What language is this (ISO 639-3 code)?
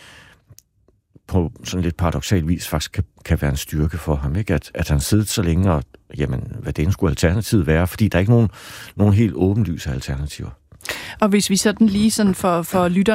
dan